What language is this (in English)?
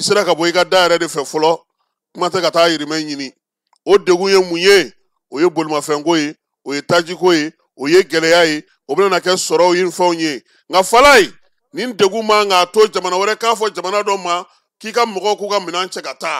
Bambara